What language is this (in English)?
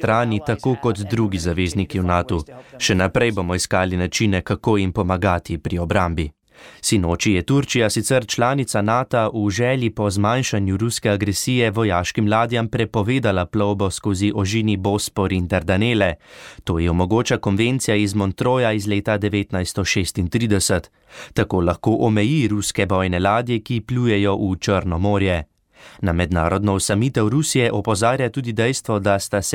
Slovenian